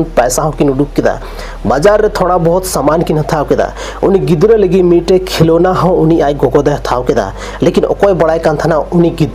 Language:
Santali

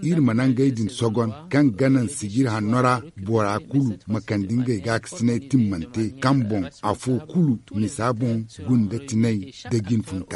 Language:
Zarma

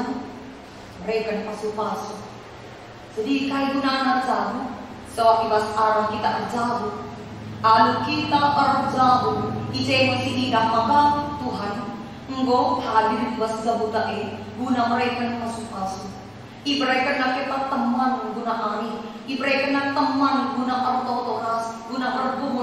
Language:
Batak Karo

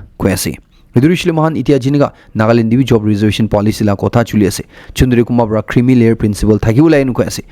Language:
Naga Pidgin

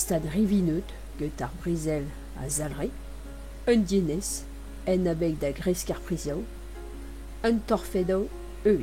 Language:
Breton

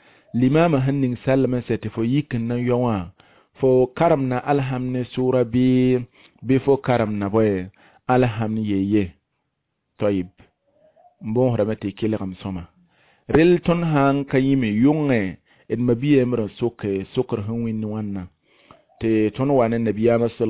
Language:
Mossi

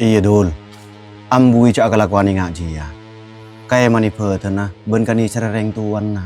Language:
Madurese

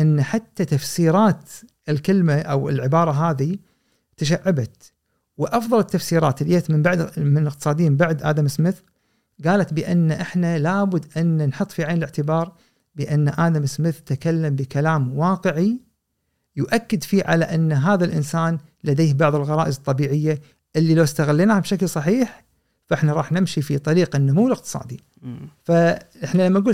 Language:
Gulf Arabic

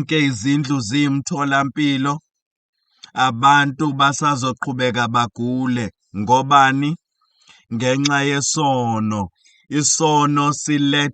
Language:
Zulu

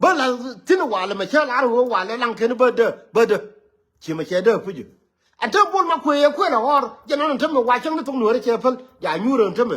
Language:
Nuer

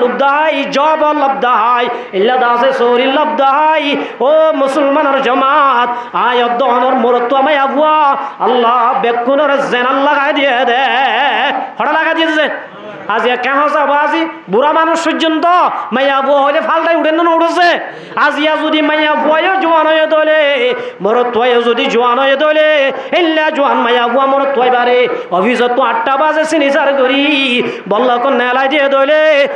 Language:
Rohingya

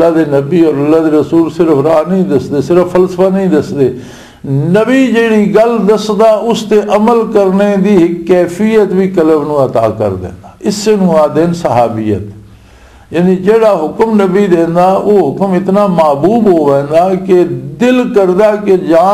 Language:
Western Panjabi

